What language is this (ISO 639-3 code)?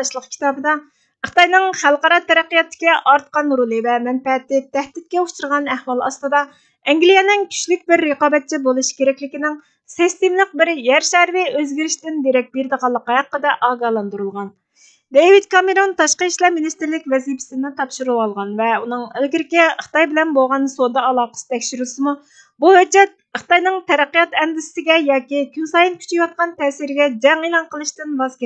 uig